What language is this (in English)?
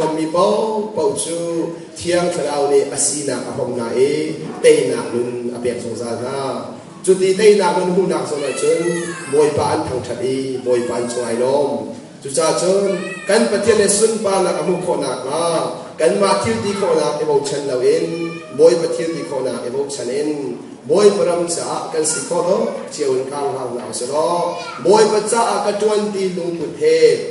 Hakha Chin